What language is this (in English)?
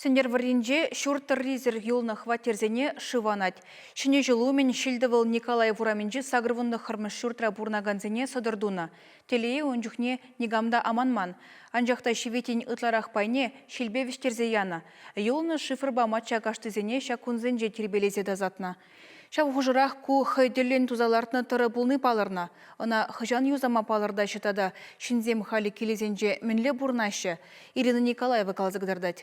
Chuvash